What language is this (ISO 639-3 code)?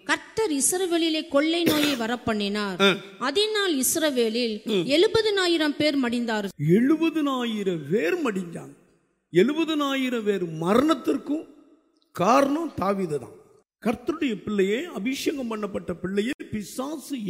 tam